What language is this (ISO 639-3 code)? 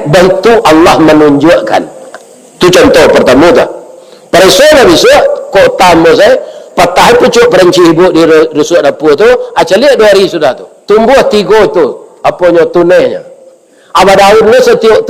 min